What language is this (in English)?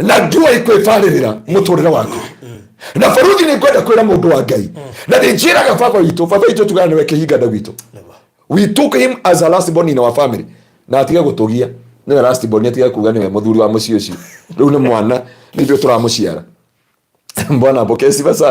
Kikuyu